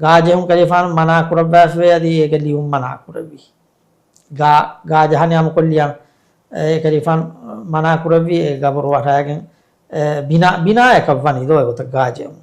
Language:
Divehi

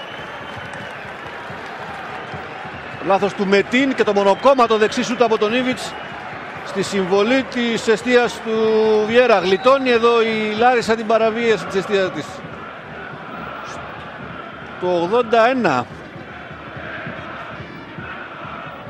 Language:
Greek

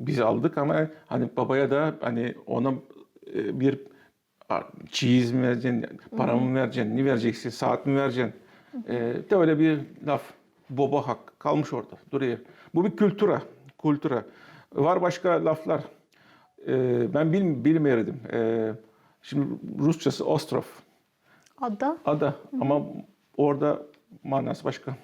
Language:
Gagauz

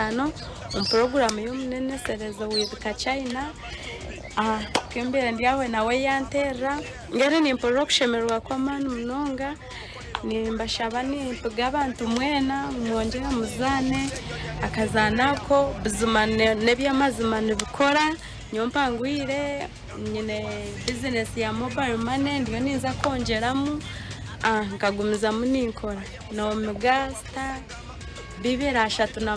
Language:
Nyankole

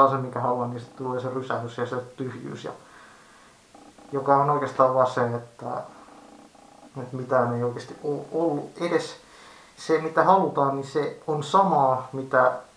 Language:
Finnish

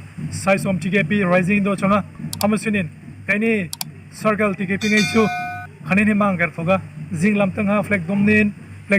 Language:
Hmar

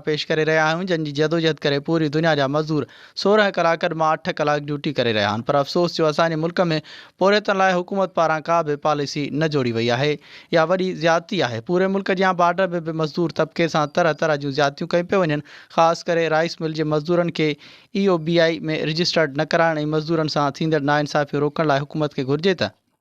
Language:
Sindhi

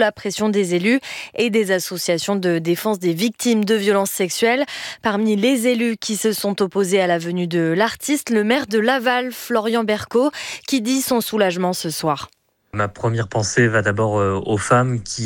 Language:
French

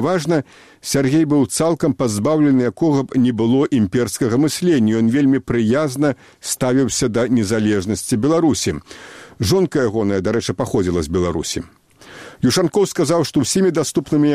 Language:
Belarusian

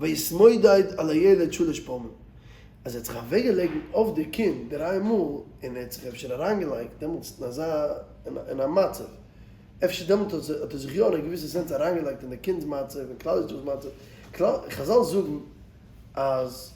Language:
Yiddish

